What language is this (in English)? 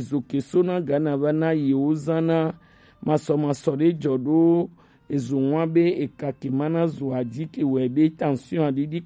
Gen